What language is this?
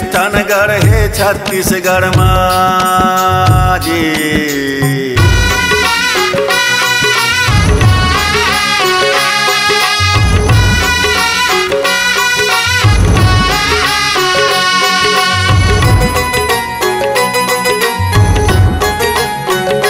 Chhattisgarhi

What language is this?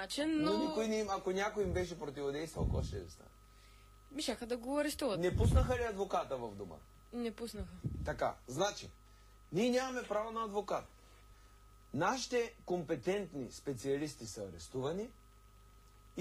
Bulgarian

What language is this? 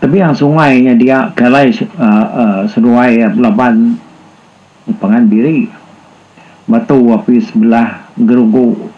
Iban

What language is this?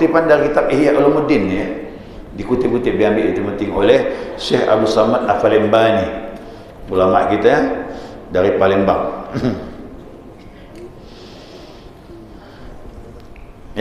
Malay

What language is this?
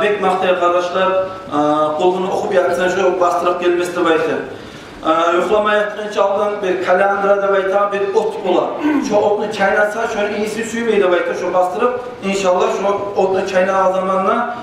Kumyk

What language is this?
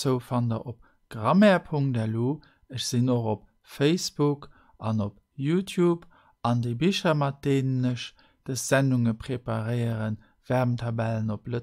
Luxembourgish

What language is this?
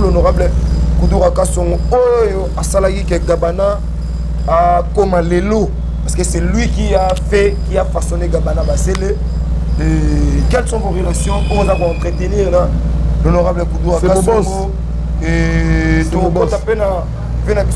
Lingala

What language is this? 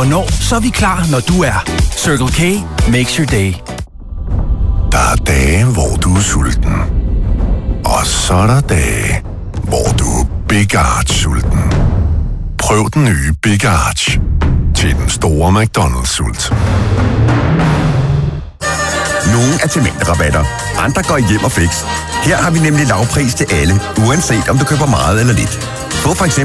Danish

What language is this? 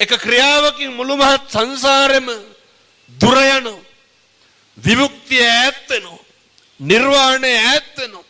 Sinhala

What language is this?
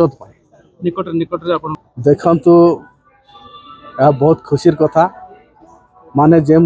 Odia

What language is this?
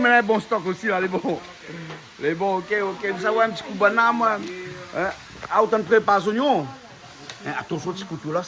Réunion Creole French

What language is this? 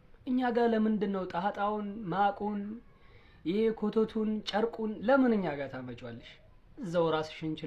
Amharic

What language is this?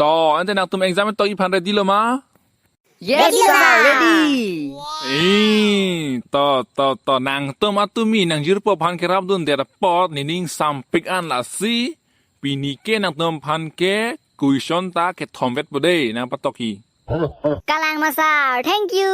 Karbi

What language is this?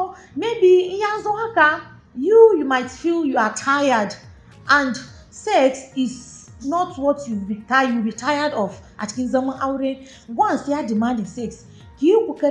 Hausa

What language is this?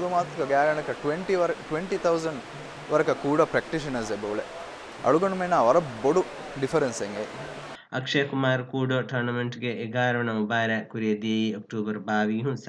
Divehi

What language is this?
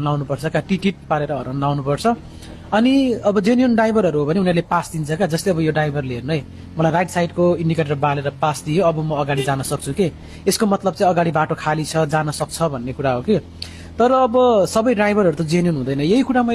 Nepali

